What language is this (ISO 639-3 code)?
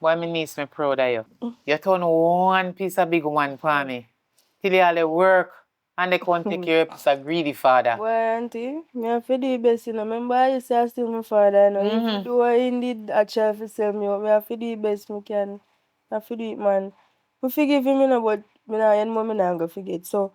jam